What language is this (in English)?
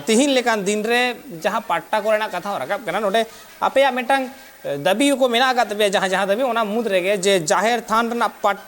Santali